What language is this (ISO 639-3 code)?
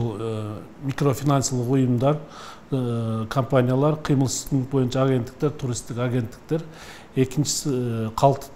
kir